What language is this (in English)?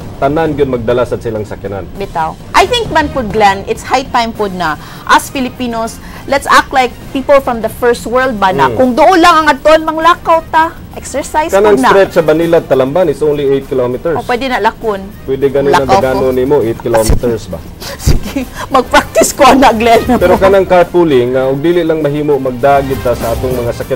Cebuano